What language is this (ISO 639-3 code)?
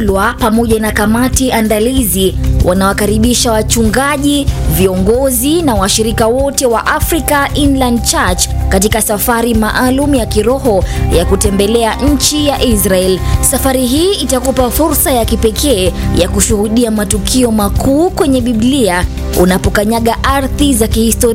swa